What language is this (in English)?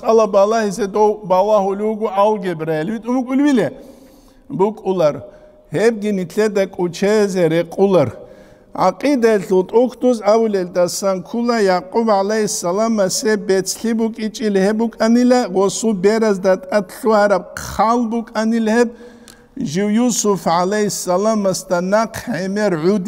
Avaric